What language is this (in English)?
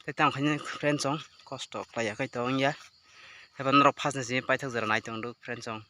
Kok Borok